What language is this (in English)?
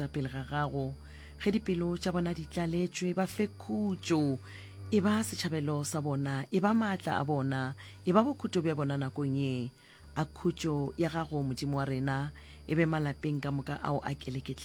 Northern Sotho